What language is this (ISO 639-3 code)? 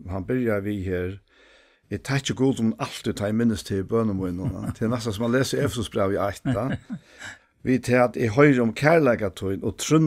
fao